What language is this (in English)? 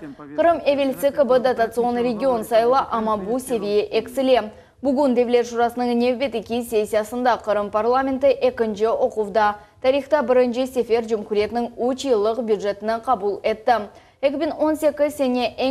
Crimean Tatar